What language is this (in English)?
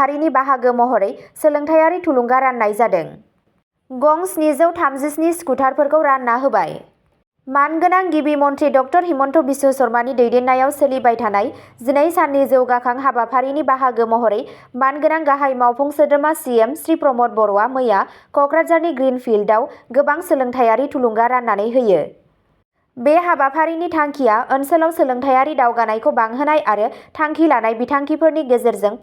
Bodo